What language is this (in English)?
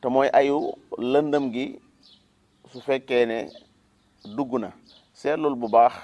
Wolof